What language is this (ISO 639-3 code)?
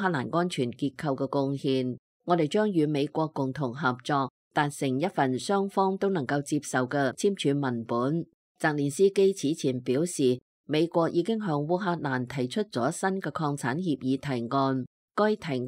yue